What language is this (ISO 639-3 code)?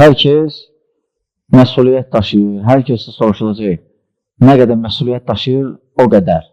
aze